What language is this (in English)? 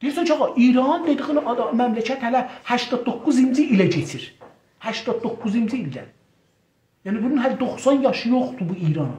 South Azerbaijani